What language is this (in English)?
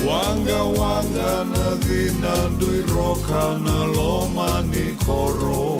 Fijian